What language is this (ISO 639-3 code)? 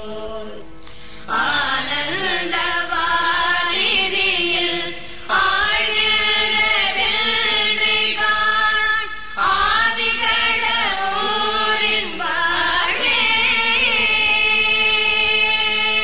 tam